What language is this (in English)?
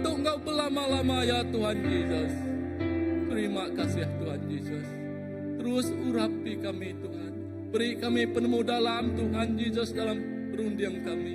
Iban